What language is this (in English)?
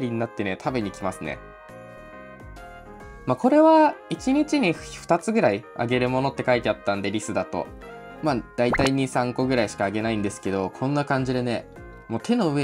Japanese